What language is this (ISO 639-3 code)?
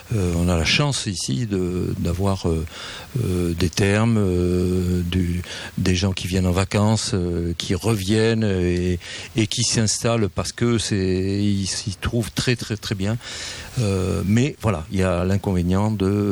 fra